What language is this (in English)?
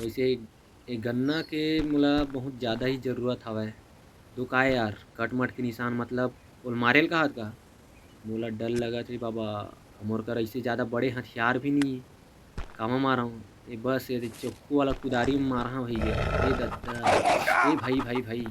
Chhattisgarhi